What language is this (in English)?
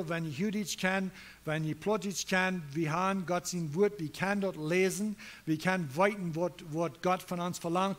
Plautdietsch